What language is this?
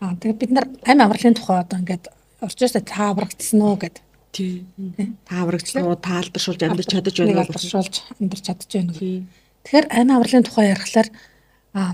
Mongolian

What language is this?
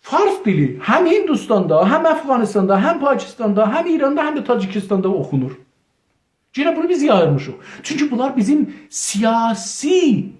South Azerbaijani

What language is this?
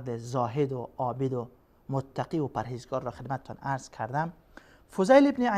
Persian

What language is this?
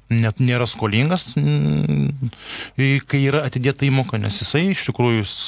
Lithuanian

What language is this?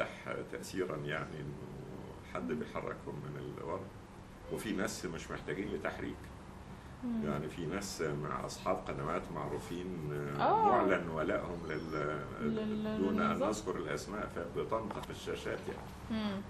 Egyptian Arabic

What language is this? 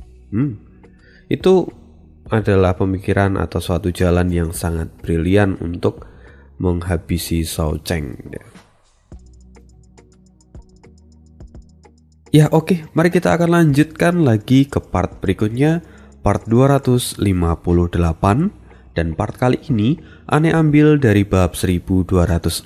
Indonesian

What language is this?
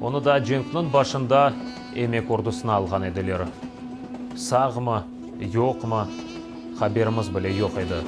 Crimean Tatar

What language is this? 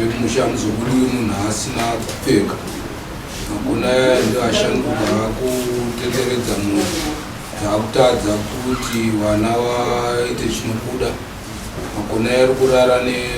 Shona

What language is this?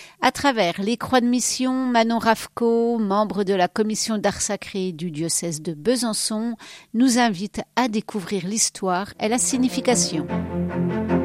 French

